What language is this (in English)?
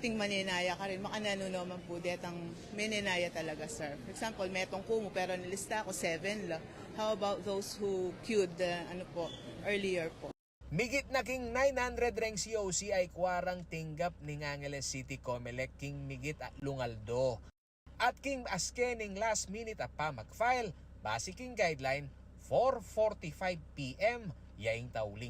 Pampanga